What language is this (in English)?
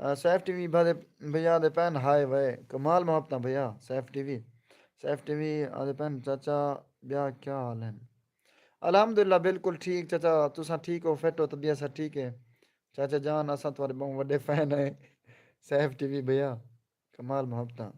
Saraiki